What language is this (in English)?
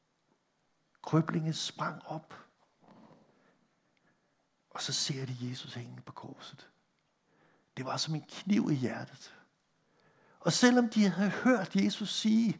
Danish